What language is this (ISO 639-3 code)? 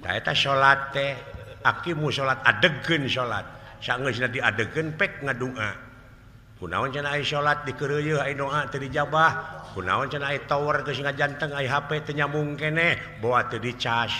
sun